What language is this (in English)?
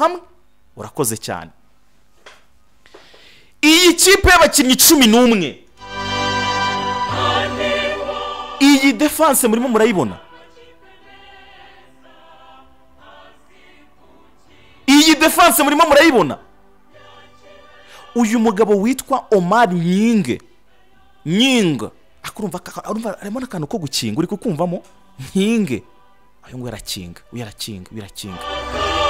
Kinyarwanda